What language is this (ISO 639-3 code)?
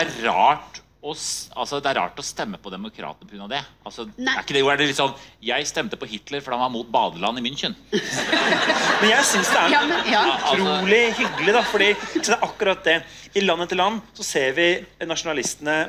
nor